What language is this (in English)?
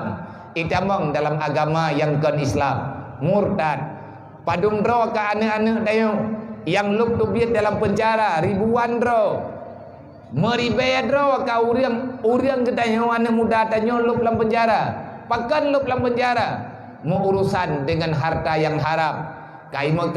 Achinese